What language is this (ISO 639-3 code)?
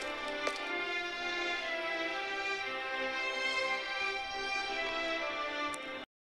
msa